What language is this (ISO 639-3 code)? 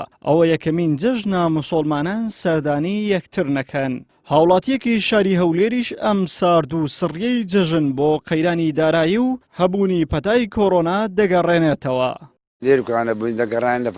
ckb